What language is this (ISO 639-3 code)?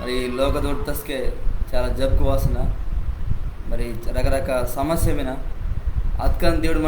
kff